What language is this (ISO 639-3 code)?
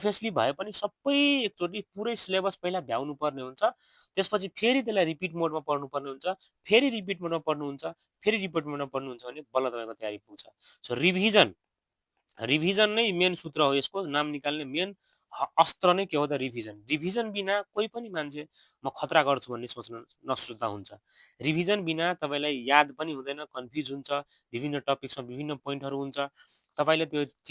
nep